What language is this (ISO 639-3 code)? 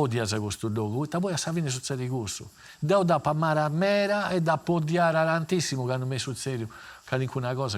srd